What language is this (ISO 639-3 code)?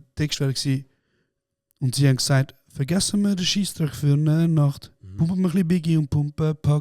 gsw